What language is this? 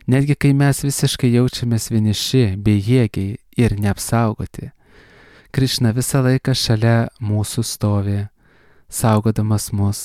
Lithuanian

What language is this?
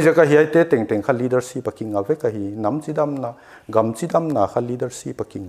Paite Chin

